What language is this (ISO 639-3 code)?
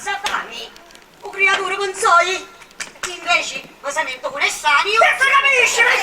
scn